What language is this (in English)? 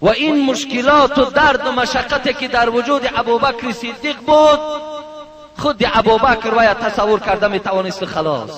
Tajik